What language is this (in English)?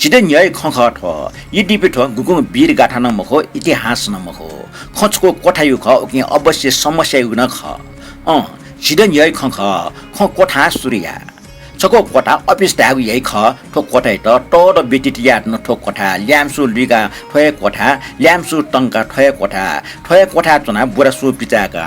Newari